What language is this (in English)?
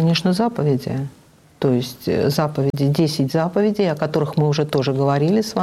Russian